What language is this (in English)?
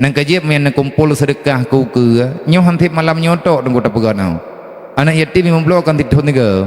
Achinese